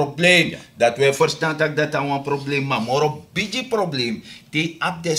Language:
Sranan Tongo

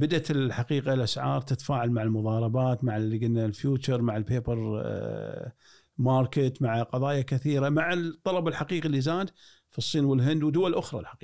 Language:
Gulf Arabic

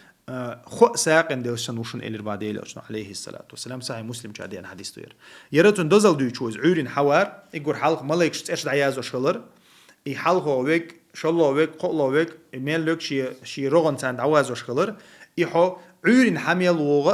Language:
Chechen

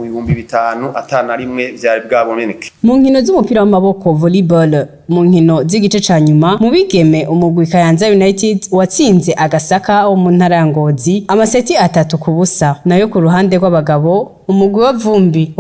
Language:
Rundi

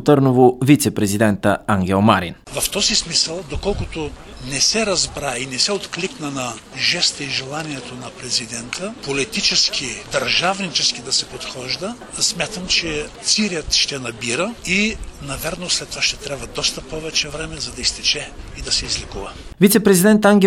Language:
Bulgarian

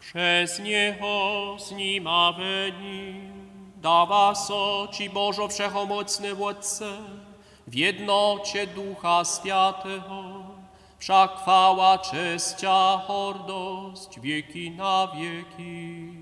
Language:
Upper Sorbian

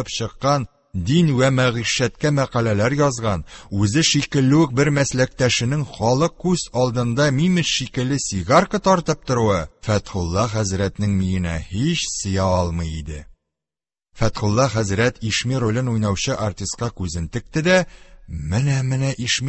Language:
Tatar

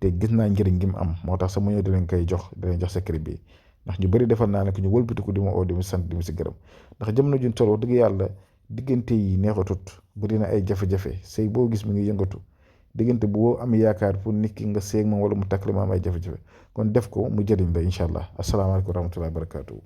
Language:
Wolof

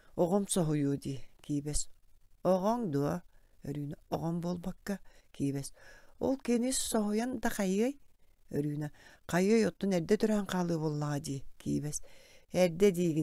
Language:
Yakut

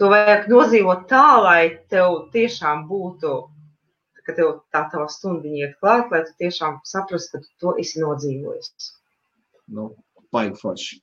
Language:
Latvian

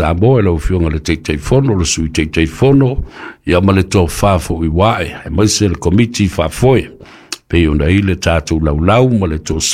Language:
Samoan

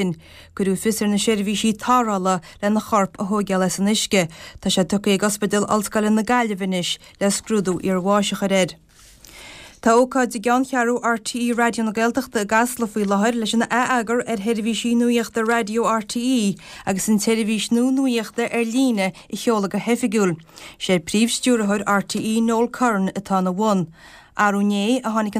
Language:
Irish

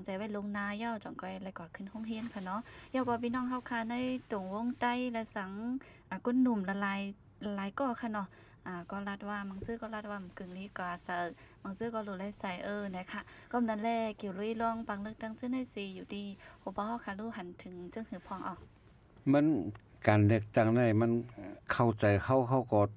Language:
Shan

